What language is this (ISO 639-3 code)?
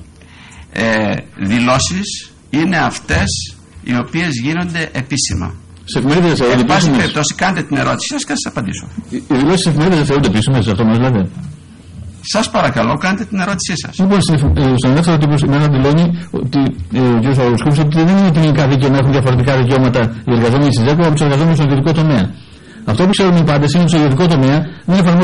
ell